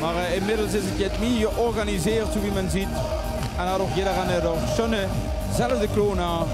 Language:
Limburgish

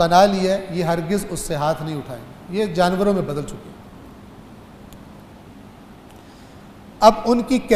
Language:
Urdu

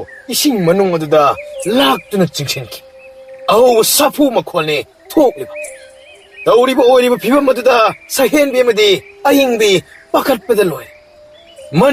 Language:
Manipuri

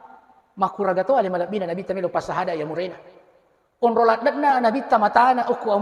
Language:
Buginese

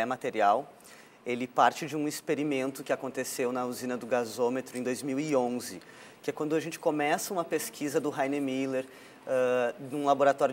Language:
Portuguese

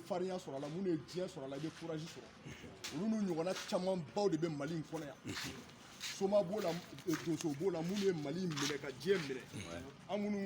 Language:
Bambara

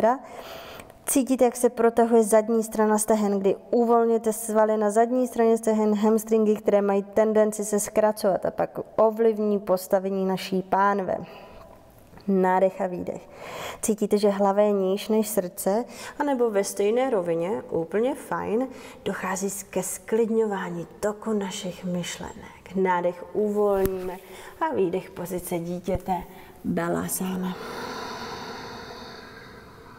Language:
Czech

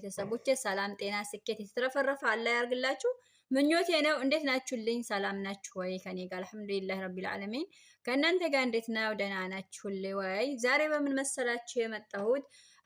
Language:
Amharic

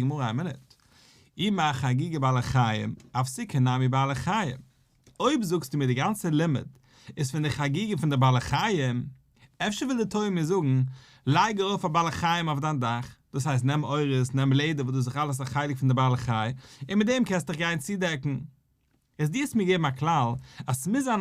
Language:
Yiddish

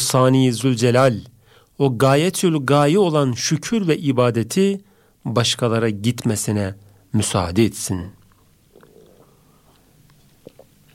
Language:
Turkish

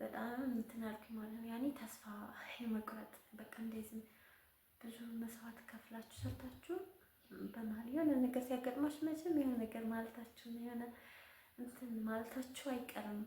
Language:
Amharic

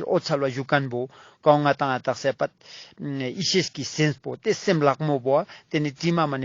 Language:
Ladakhi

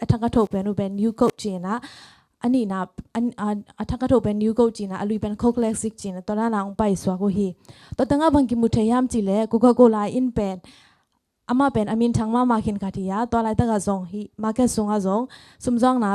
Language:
Tedim Chin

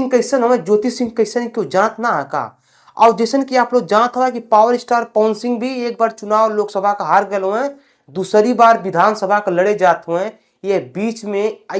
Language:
Bhojpuri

